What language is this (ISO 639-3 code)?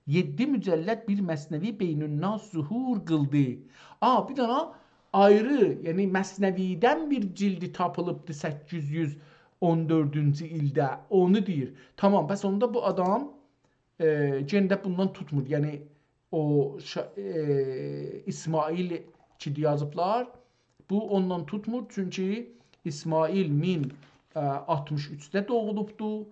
azb